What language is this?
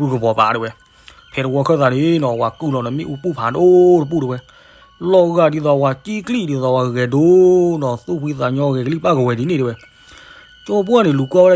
S'gaw Karen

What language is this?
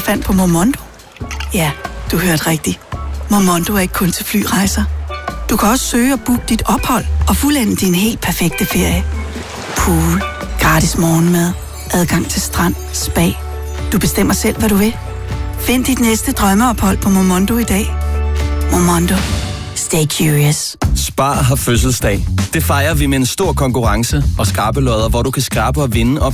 Danish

